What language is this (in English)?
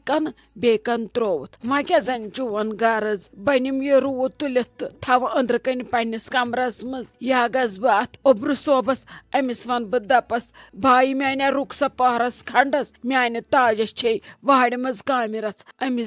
Kashmiri